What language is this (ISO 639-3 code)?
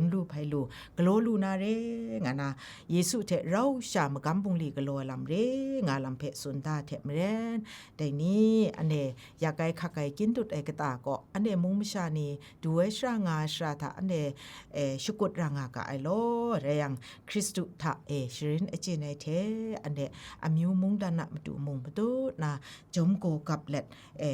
kac